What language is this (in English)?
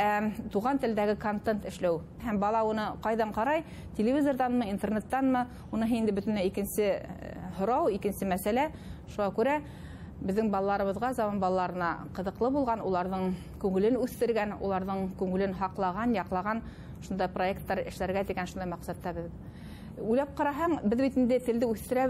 Bashkir